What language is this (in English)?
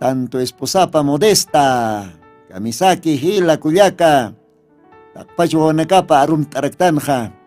Aymara